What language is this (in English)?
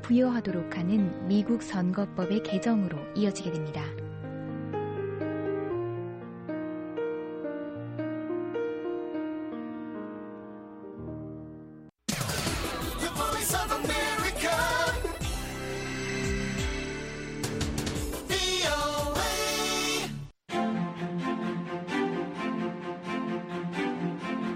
Korean